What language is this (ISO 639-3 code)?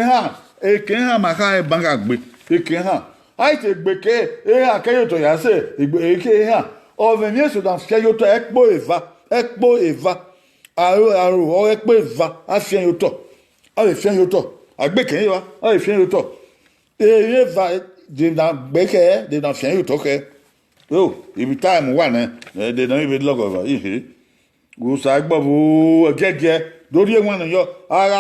bin